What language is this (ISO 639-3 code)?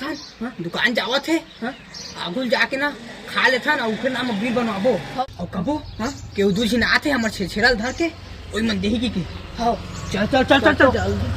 hne